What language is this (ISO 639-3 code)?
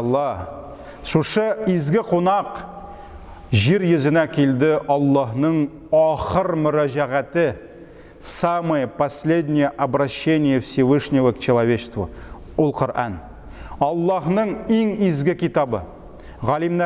tat